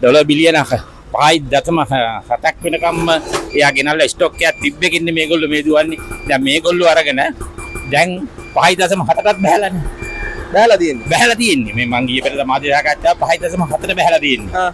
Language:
Sinhala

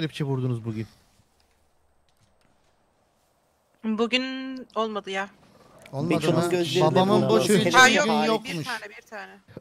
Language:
Turkish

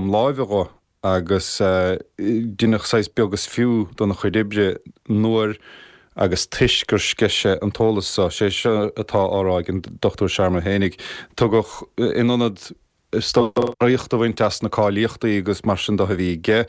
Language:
Irish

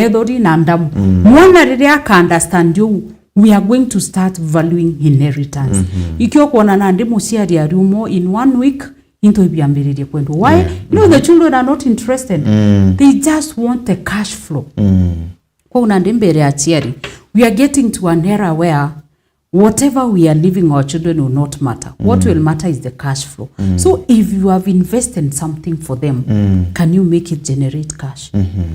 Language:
Meru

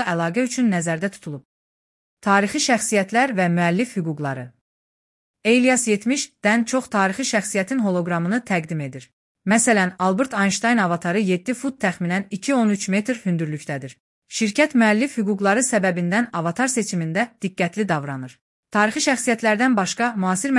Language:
Azerbaijani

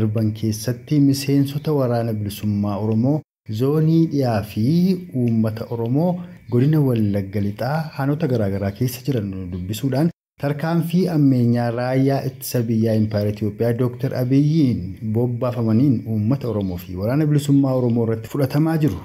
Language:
Oromo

